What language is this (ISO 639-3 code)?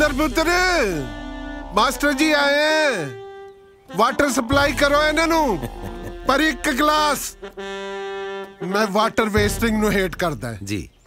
pan